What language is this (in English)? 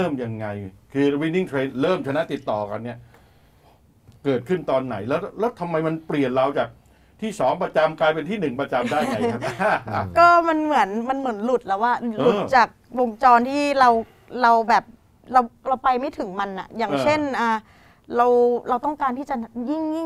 Thai